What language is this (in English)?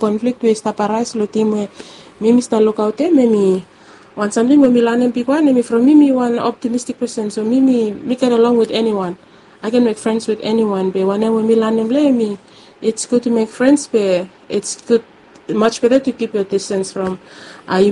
Bislama